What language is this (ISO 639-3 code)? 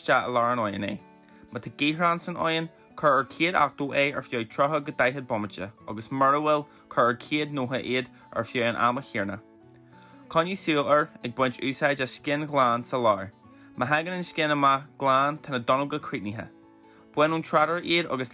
gle